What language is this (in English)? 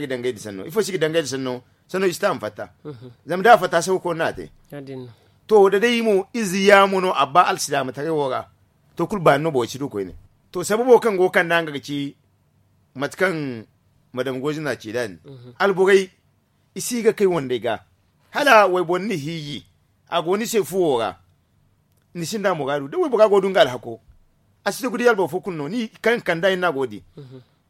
Zarma